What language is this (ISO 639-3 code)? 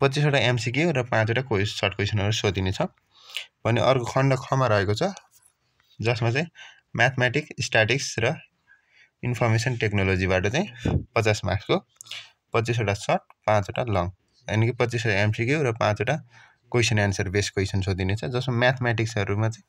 nep